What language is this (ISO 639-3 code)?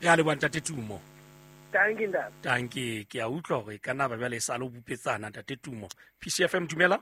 sot